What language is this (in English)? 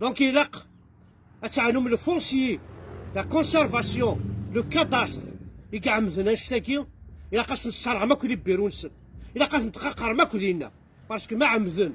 Kabyle